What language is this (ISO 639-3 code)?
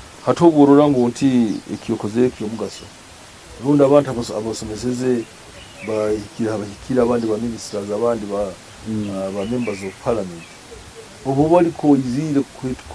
nyo